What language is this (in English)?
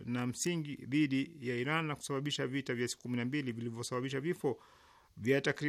Swahili